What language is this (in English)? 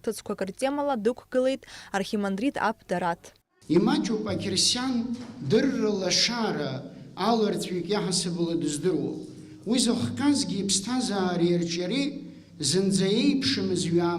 Abkhazian